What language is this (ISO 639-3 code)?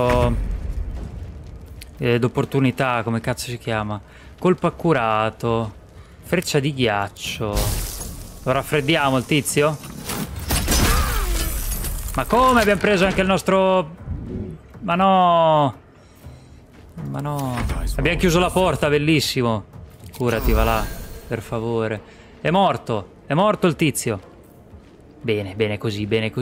ita